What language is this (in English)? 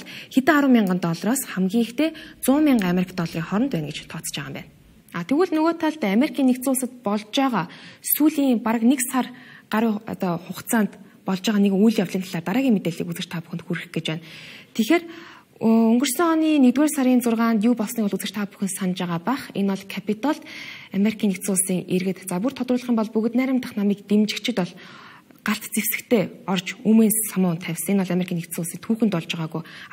Mongolian